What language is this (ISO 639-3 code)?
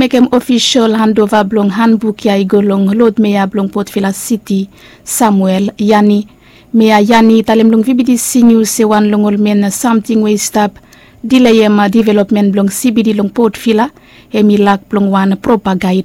bis